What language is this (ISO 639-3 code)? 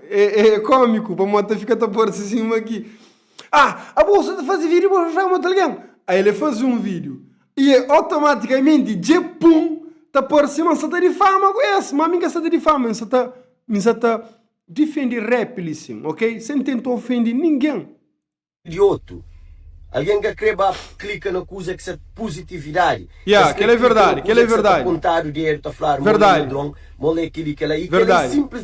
kea